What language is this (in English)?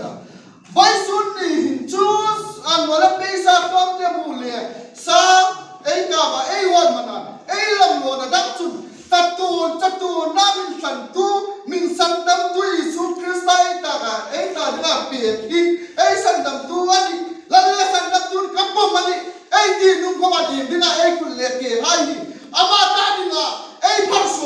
Hmar